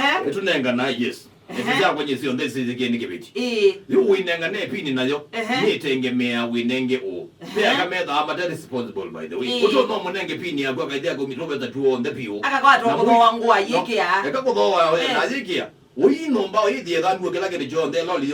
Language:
Kamba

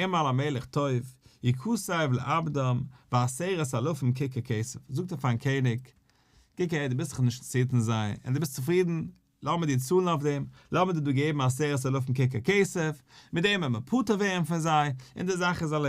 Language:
Yiddish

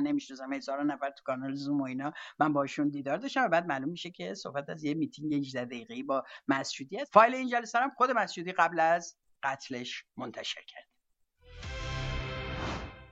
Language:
Persian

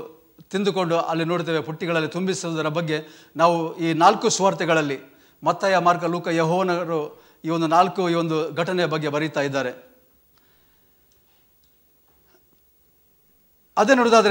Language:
Kannada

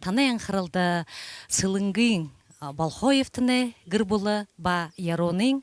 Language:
Buriat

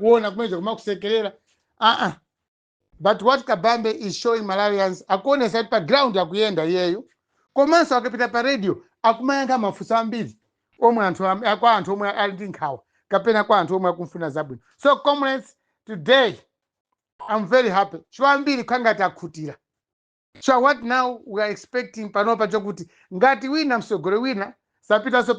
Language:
Nyanja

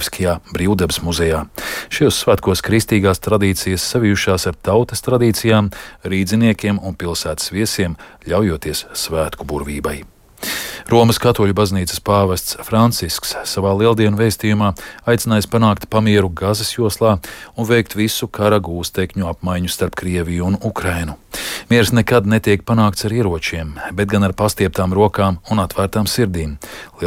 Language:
Latvian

